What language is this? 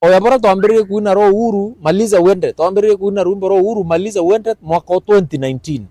Meru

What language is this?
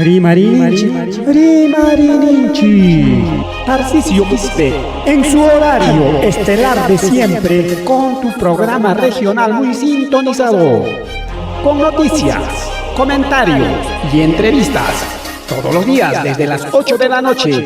Ayacucho Quechua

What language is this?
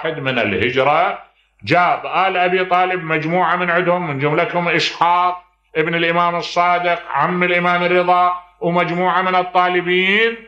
Mesopotamian Arabic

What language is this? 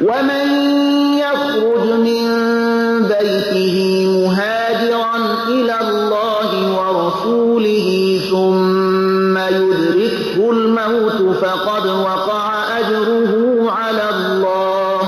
Persian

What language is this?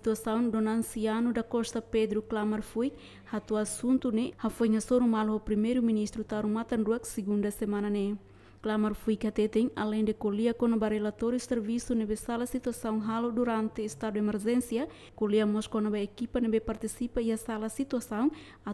Tetum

